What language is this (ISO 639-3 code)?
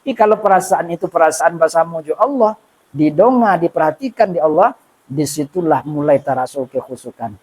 min